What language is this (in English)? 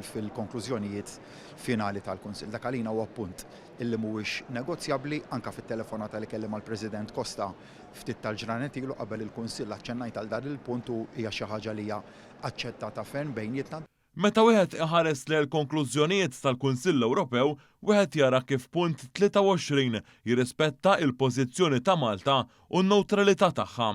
Maltese